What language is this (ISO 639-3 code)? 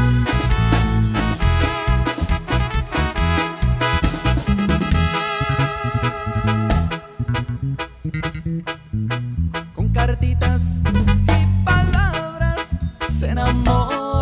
spa